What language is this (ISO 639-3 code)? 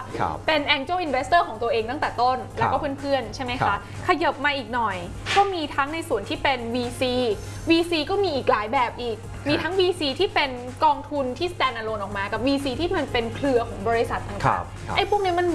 tha